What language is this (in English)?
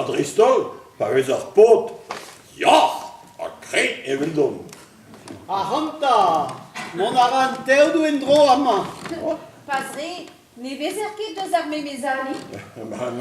Breton